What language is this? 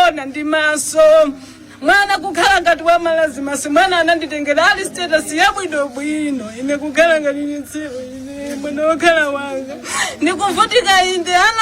Nyanja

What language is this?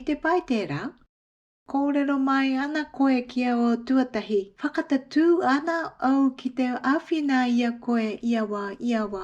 Māori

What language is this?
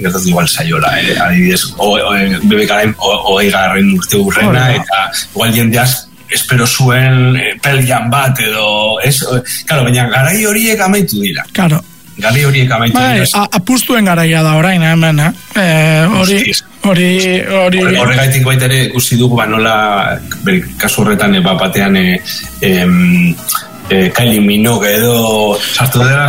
Basque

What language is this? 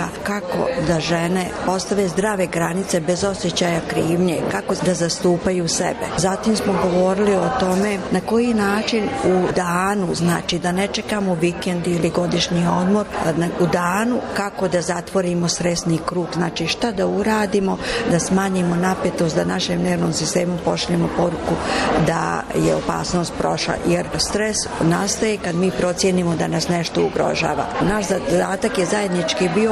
Bosnian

